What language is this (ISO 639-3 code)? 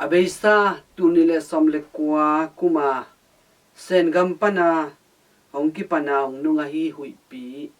ctd